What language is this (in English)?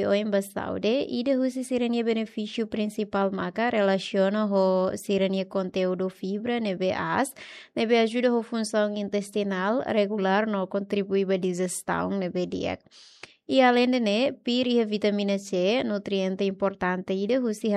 Tetum